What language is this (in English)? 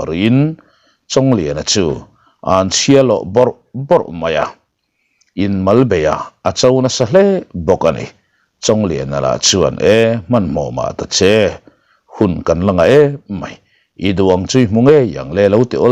Mizo